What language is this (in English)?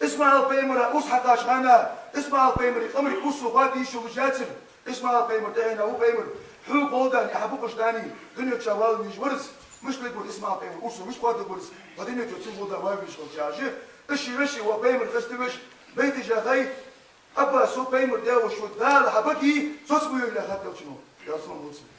Ingush